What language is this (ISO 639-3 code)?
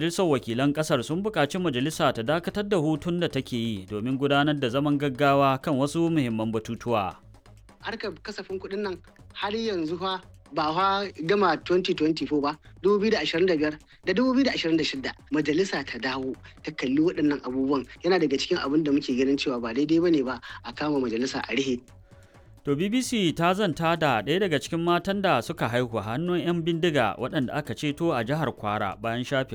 hau